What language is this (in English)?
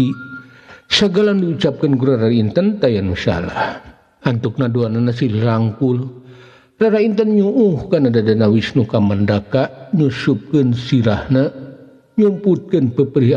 Sundanese